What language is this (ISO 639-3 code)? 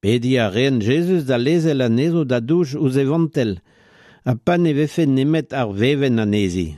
bre